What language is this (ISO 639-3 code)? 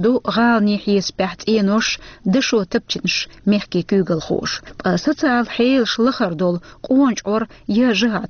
che